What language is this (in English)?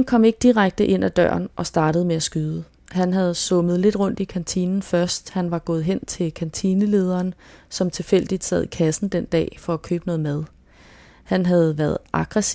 Danish